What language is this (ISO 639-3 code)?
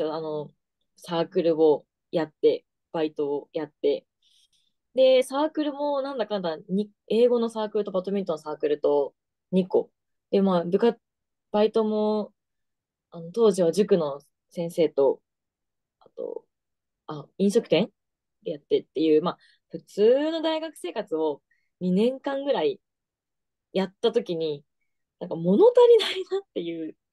jpn